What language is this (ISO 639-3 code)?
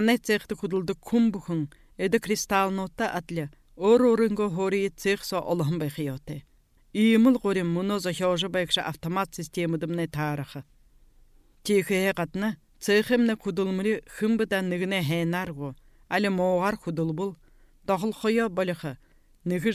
bua